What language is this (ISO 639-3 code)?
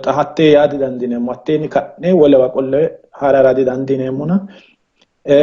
sid